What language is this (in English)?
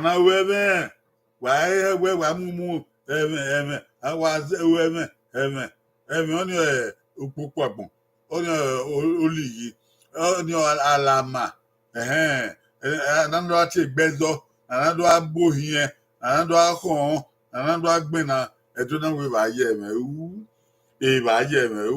Bini